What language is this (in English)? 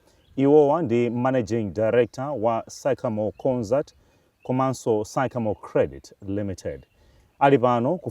Nyanja